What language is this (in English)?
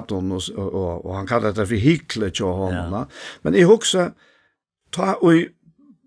Faroese